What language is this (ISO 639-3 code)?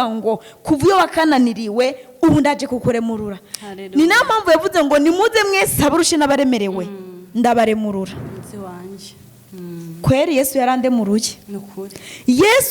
run